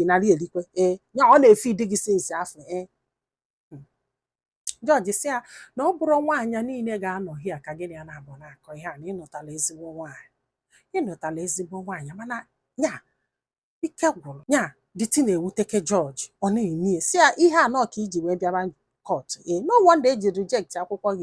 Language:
Igbo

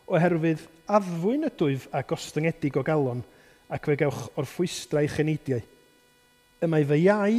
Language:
Welsh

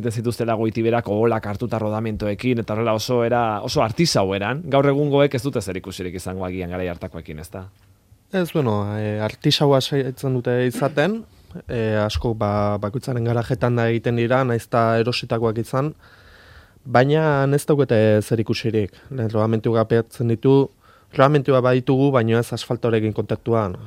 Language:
Basque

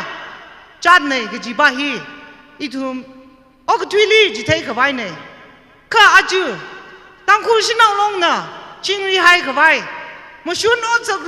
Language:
Tangkhul Naga (India)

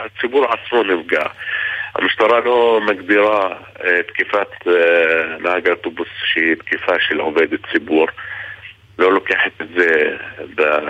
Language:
Hebrew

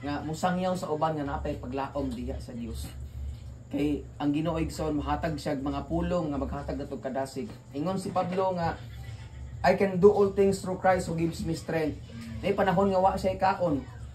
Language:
Cebuano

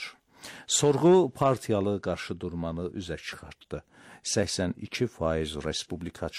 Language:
Azerbaijani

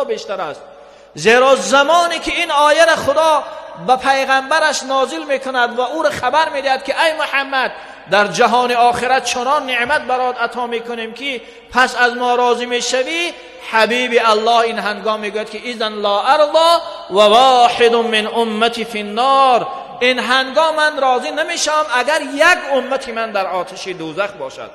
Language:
Tajik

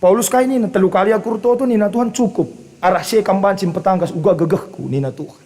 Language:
Batak Karo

